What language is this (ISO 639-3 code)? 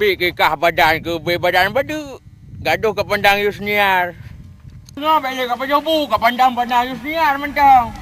ace